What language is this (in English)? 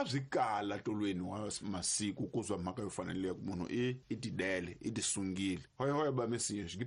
Tsonga